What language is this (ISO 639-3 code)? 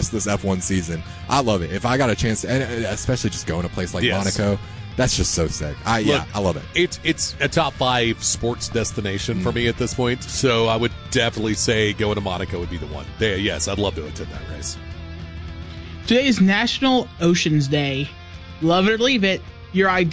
eng